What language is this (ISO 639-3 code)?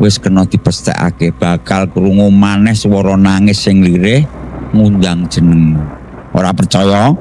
jav